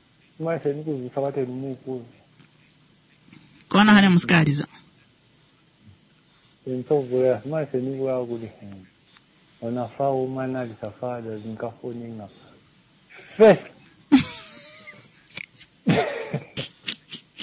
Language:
Swahili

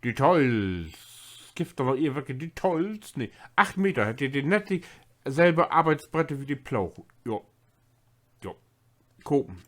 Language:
Low German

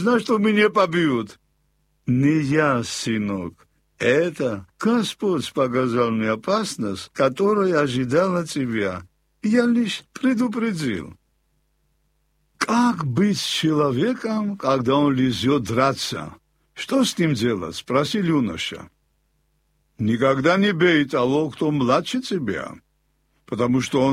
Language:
Russian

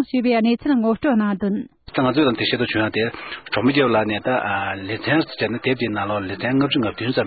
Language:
Tibetan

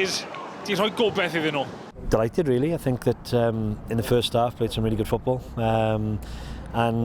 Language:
Welsh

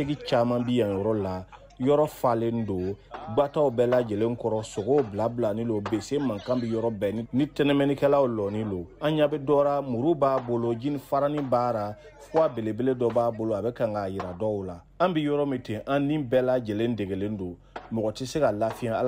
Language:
Bambara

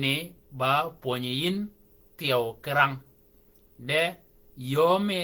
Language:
Shilluk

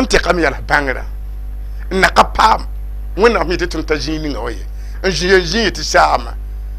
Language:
Mossi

